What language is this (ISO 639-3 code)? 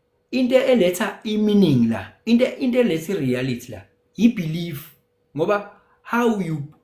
zul